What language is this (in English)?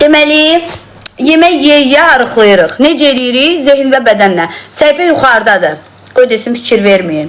Azerbaijani